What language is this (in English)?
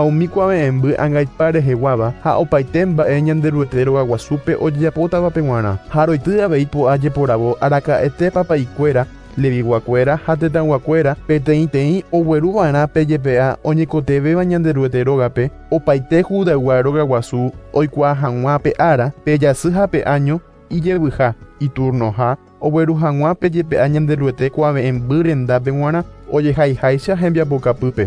Guarani